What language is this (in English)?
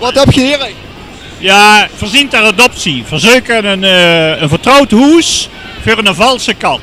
Limburgish